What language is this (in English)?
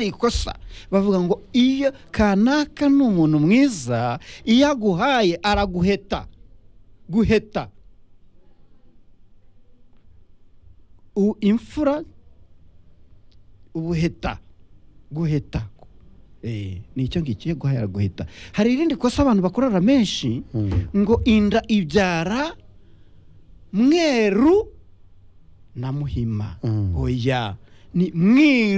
Kinyarwanda